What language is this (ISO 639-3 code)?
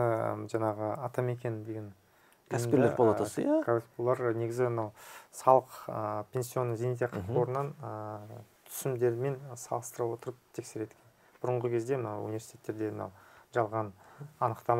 kaz